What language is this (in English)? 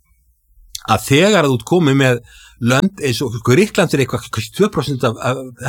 Icelandic